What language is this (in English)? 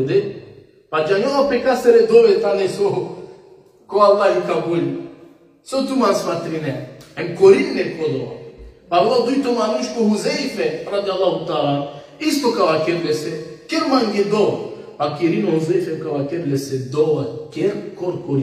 Balkan Romani